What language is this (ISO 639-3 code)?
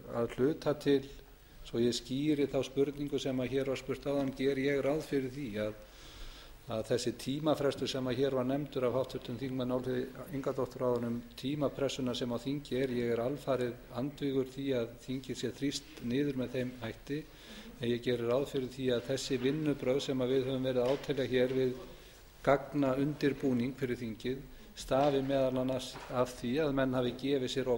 isl